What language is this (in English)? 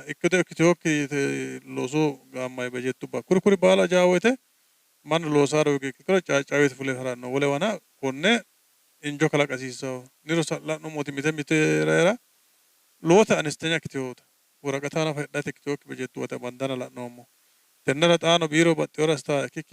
Sidamo